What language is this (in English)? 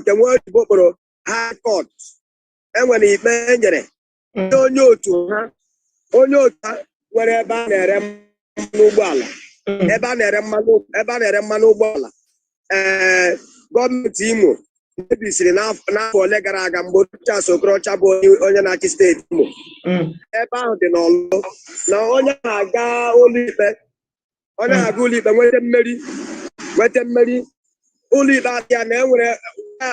Igbo